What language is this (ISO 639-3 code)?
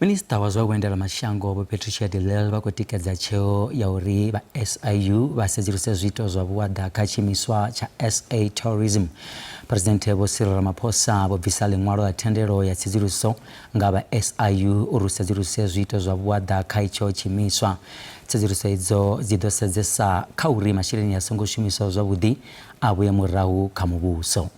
ven